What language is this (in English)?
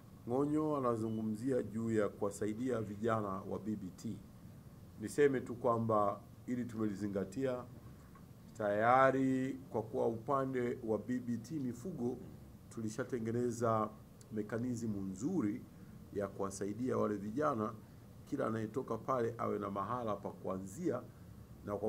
Swahili